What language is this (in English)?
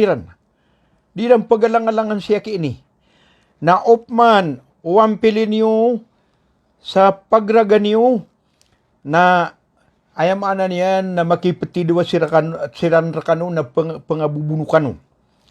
Maranao